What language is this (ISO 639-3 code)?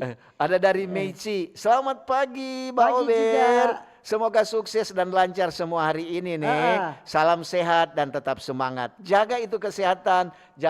xmm